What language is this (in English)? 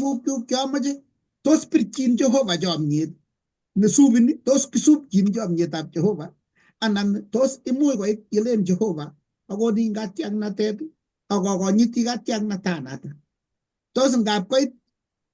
Kalenjin